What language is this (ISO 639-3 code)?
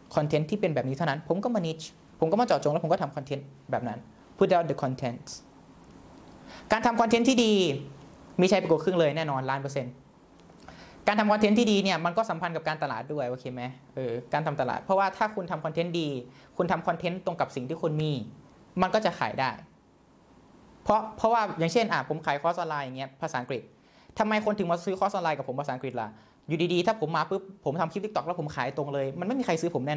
tha